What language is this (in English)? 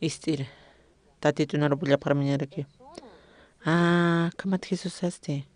Aymara